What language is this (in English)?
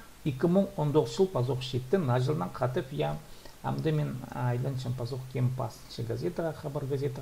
Khakas